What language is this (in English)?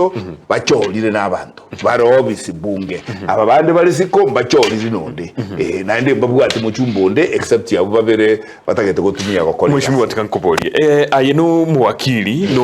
Gusii